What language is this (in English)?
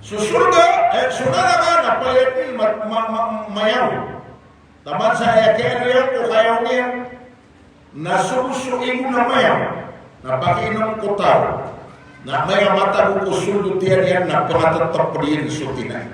Maranao